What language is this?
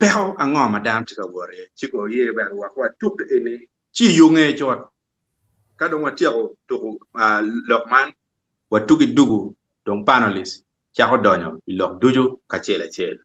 Acoli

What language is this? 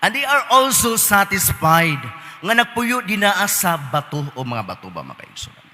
Cebuano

